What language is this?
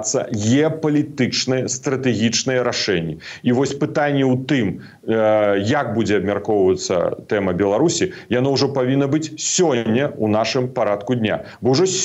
Belarusian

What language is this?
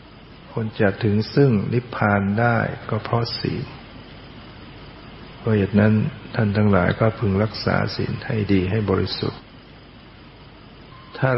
Thai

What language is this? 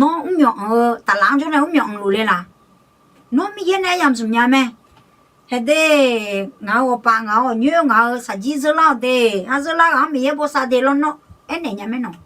Akha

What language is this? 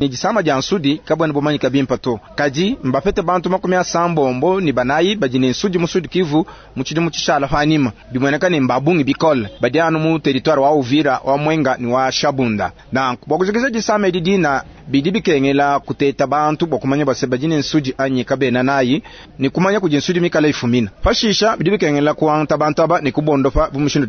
Luba-Lulua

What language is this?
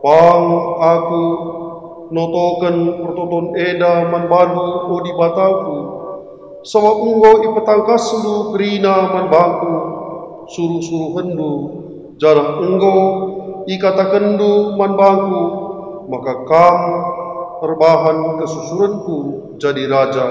Batak Karo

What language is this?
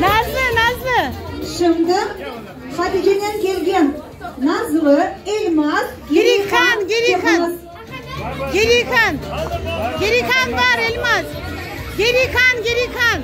Crimean Tatar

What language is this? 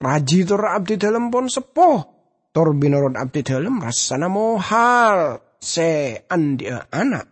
Madurese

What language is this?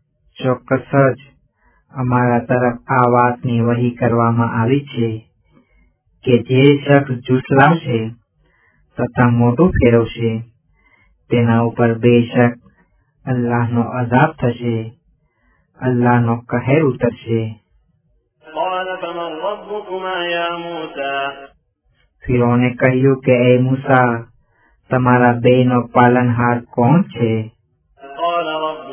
Gujarati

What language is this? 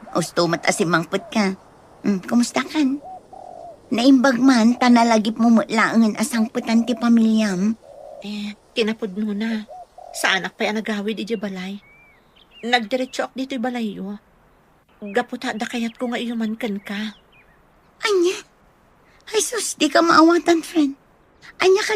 Iloko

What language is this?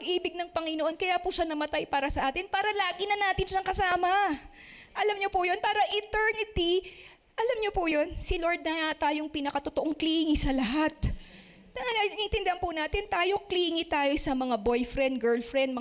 Filipino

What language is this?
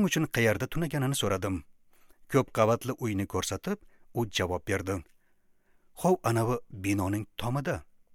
Uzbek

